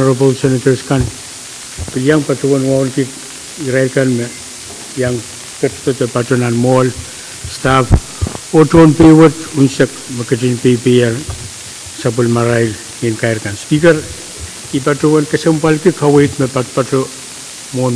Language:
Pohnpeian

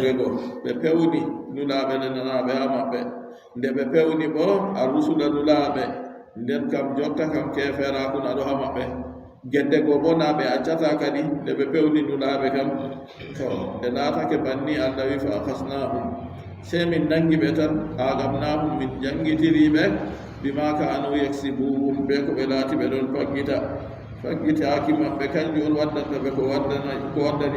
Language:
Adamawa Fulfulde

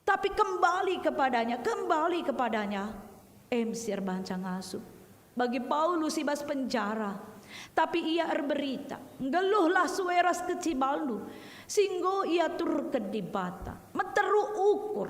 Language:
Batak Karo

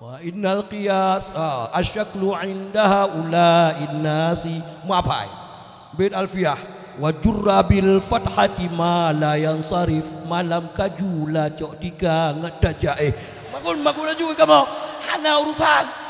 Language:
Achinese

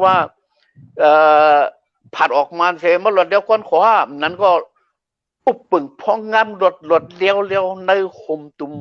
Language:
Shan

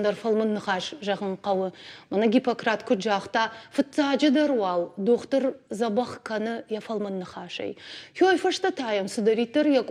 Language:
Ossetic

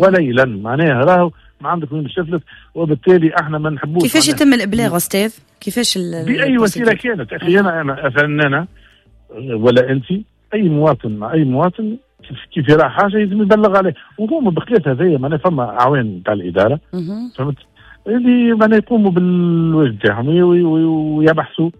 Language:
Tunisian Arabic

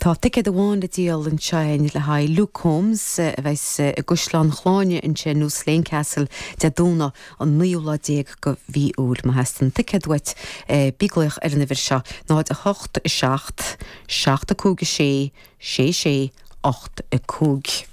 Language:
Irish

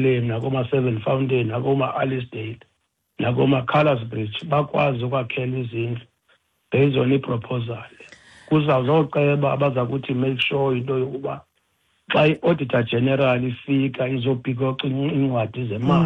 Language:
Xhosa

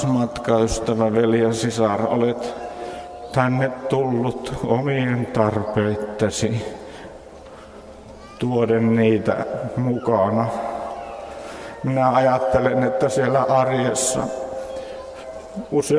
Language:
Finnish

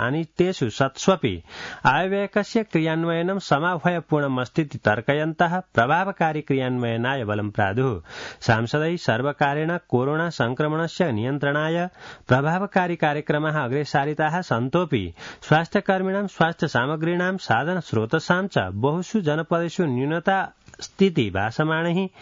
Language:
Sanskrit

